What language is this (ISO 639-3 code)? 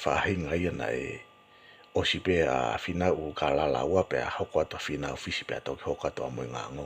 ton